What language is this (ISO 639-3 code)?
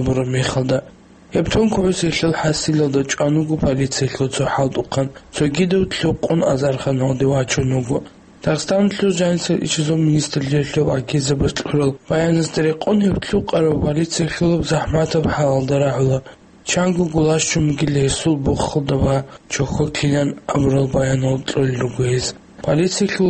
ava